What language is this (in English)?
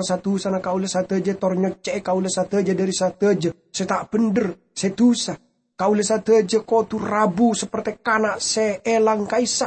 Madurese